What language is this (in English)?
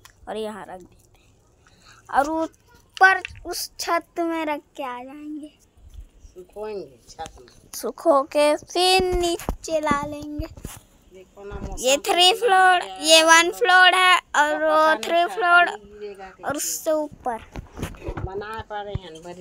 Chhattisgarhi